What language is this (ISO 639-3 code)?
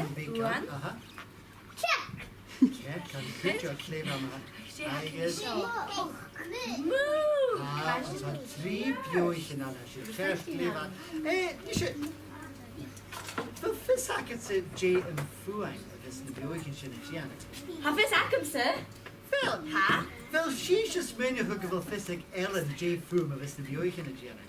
gla